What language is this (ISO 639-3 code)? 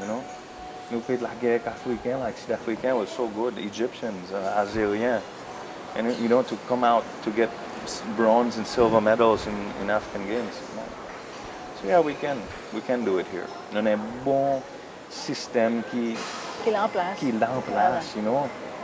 crs